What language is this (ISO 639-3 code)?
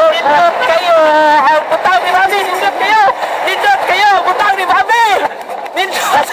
ceb